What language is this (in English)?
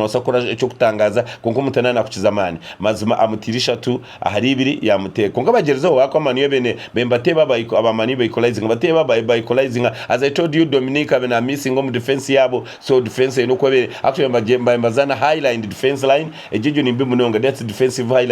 Nyankole